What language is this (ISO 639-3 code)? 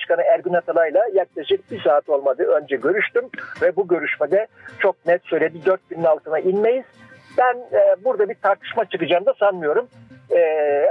tur